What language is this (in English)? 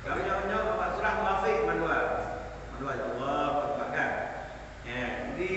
Achinese